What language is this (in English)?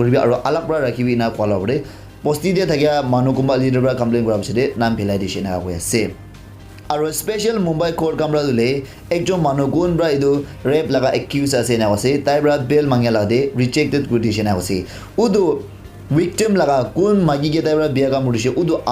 Naga Pidgin